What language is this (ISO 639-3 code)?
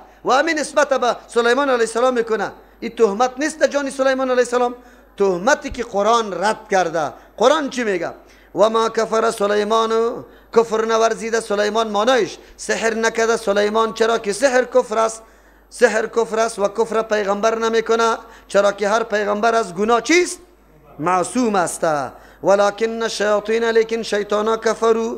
fas